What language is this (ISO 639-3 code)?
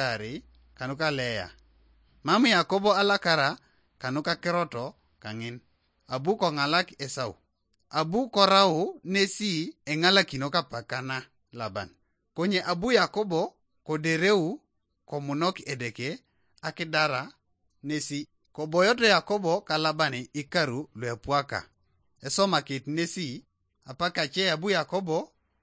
teo